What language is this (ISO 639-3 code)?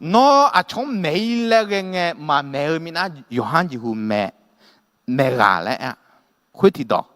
ahk